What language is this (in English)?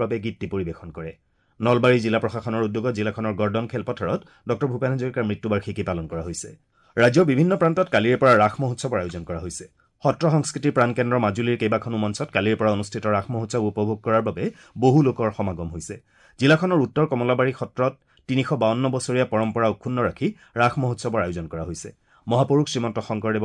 Assamese